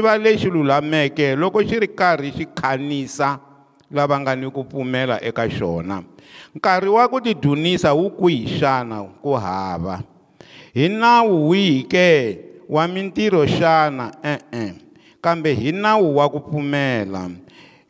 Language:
Tsonga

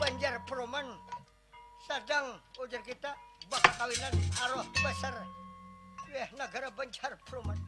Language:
Banjar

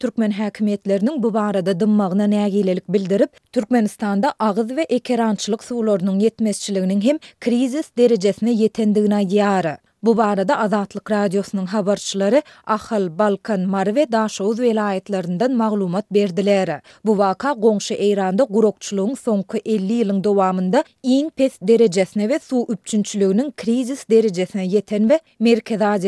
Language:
Turkmen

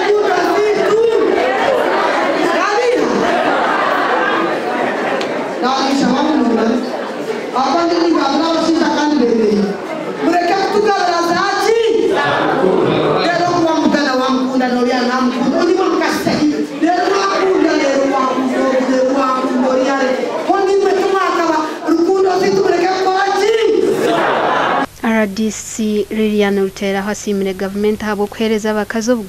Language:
Kinyarwanda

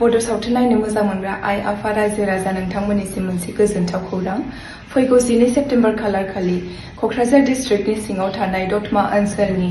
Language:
Bodo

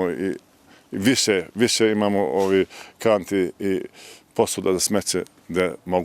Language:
Bosnian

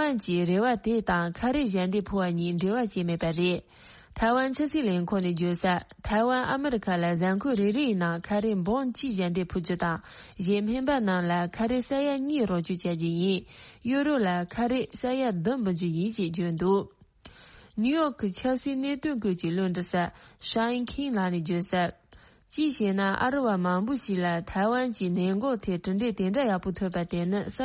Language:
Tibetan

